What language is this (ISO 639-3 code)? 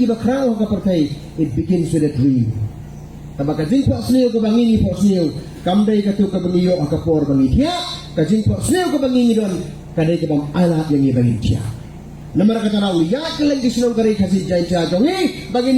kha